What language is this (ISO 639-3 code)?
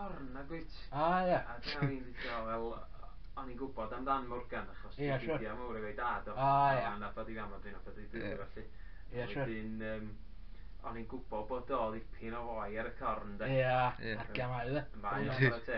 cym